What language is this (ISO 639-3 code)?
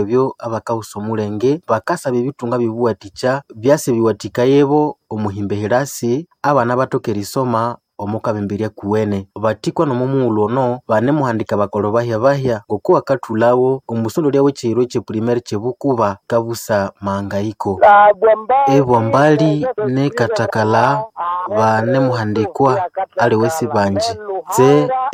nnb